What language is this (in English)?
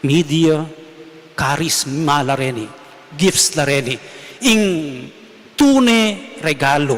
Pampanga